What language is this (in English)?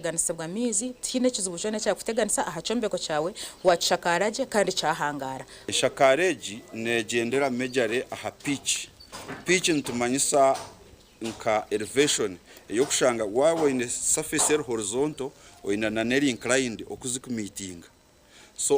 Nyankole